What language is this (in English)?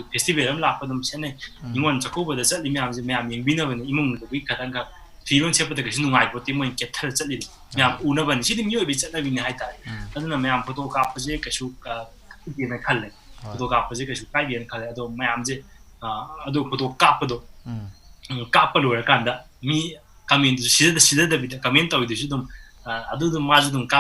Manipuri